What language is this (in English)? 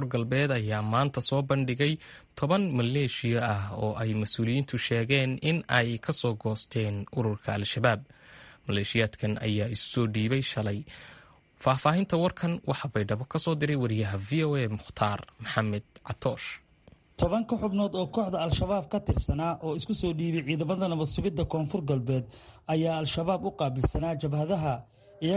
Somali